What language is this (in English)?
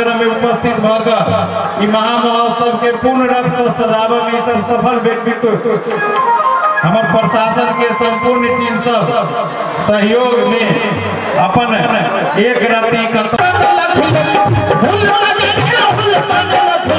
Maithili